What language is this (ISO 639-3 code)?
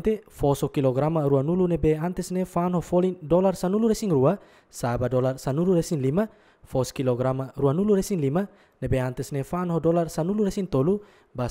tet